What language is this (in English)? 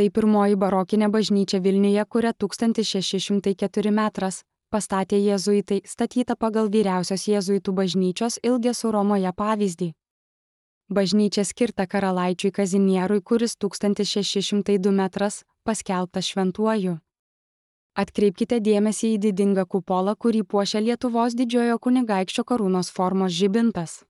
Lithuanian